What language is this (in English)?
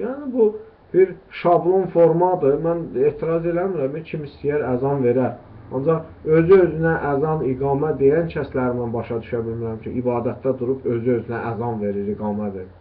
Azerbaijani